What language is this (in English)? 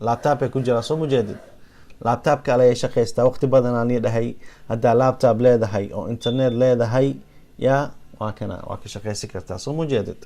Somali